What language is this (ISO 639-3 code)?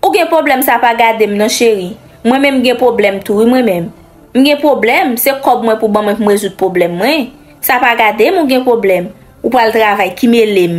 hat